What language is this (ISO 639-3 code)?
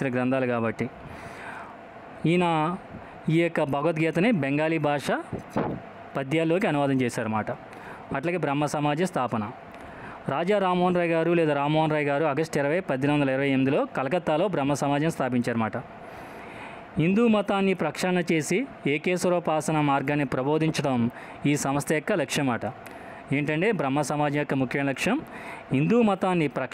tel